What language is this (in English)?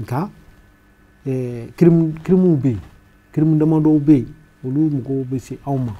Bambara